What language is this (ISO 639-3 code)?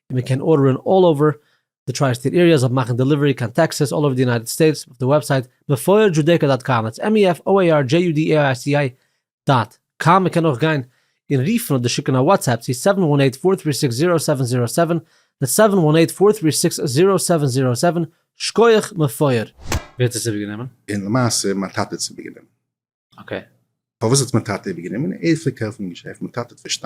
yid